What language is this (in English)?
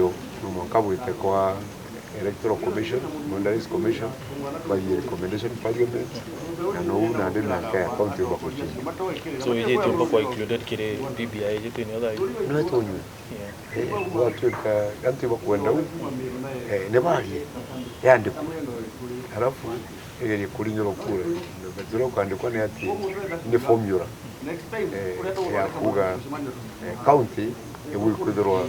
Meru